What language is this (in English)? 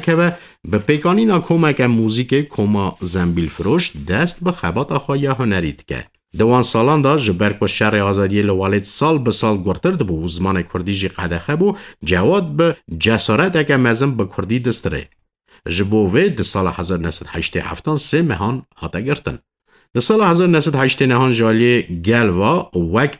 Kurdish